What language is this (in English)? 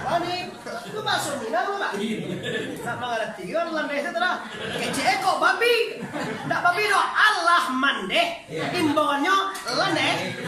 Minangkabau